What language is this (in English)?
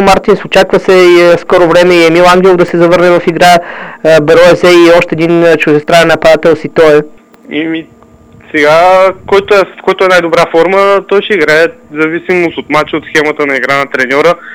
Bulgarian